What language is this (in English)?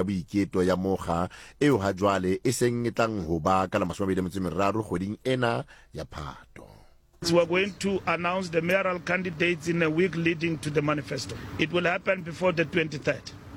Southern Sotho